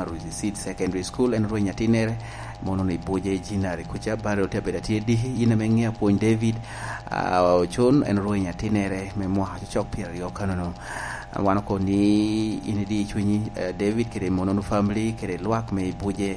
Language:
Lango (Uganda)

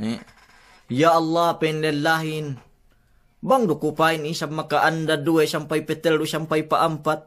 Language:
Yakan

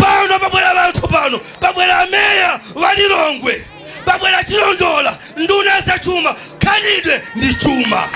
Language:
Nyanja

